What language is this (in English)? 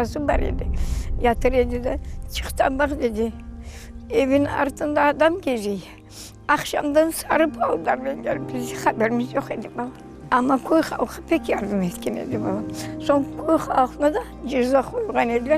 Crimean Tatar